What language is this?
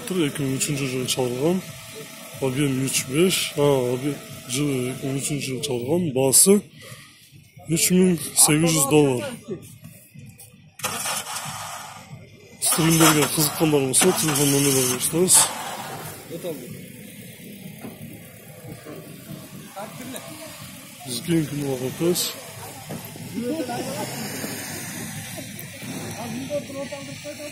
Kyrgyz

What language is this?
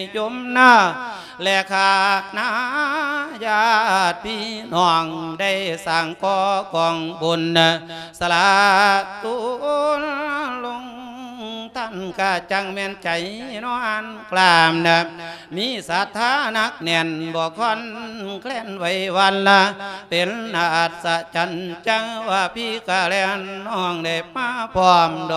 Lao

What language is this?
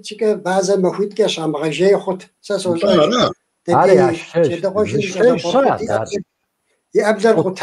Kabardian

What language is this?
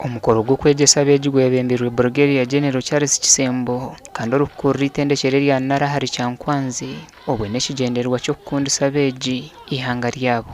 Nyankole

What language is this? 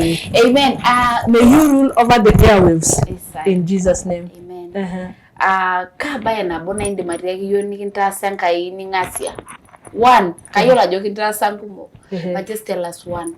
Masai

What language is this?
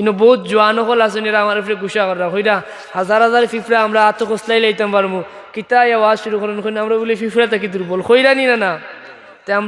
Sylheti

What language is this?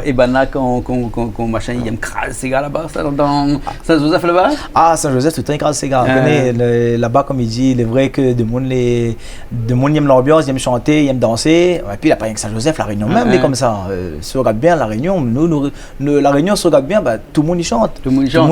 Réunion Creole French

